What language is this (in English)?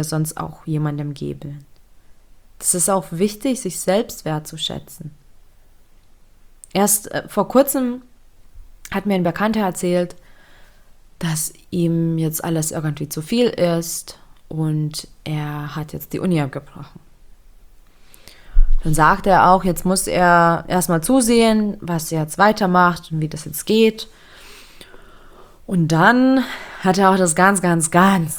German